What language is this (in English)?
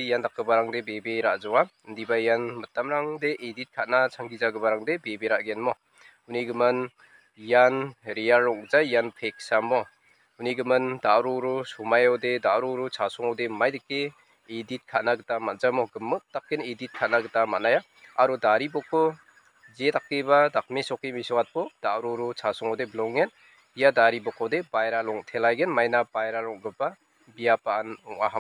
Garo